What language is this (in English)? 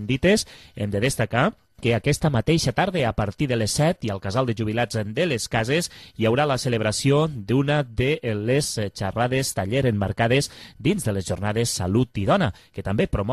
Catalan